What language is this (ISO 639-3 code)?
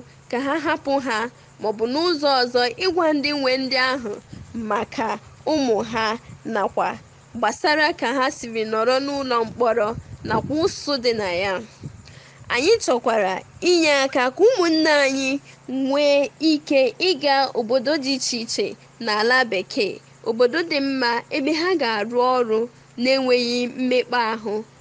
ibo